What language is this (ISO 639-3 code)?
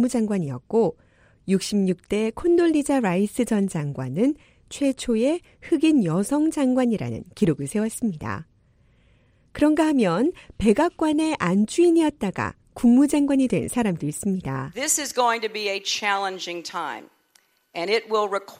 kor